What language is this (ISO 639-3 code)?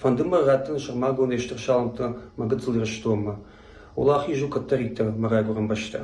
oss